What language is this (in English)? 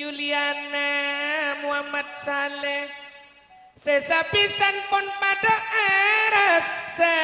Madurese